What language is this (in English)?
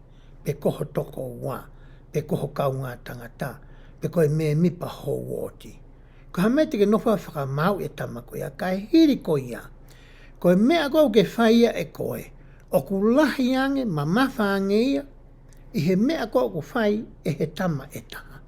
Tongan